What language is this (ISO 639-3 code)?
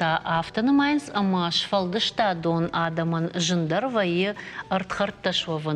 oss